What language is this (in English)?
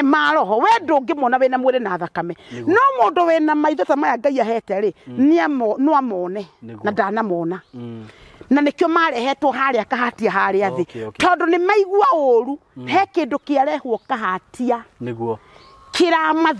Kikuyu